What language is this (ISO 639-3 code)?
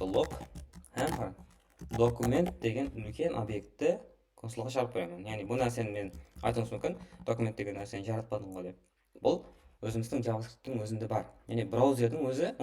kaa